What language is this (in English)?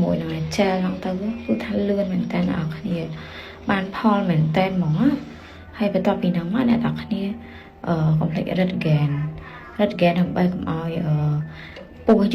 Khmer